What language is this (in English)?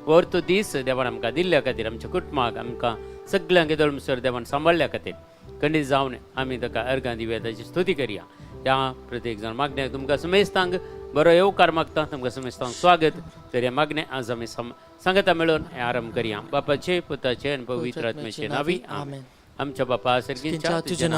Konkani